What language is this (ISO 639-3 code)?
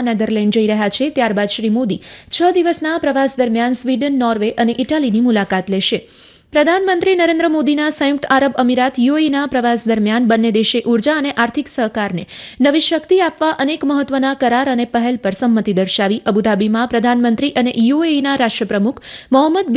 guj